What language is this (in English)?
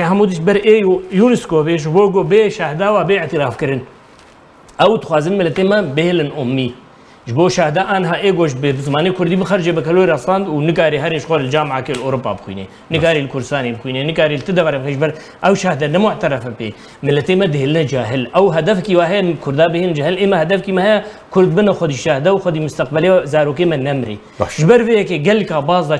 Kurdish